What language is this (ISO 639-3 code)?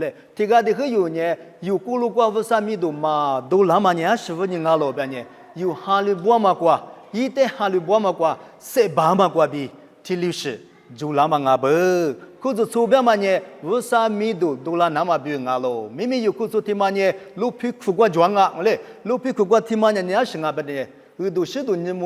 lis